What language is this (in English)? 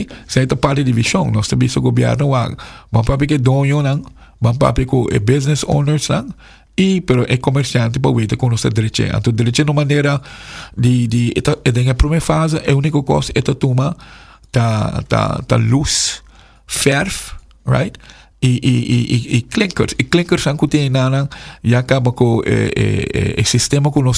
Papiamento